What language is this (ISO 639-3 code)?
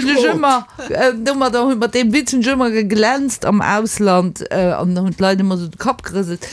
ltz